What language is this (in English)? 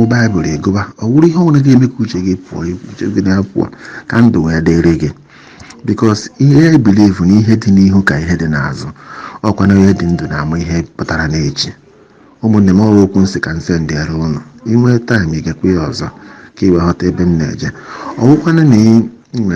Igbo